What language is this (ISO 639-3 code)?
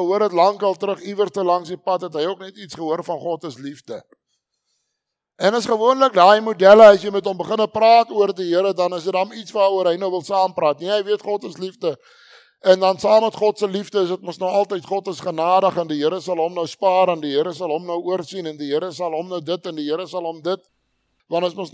afr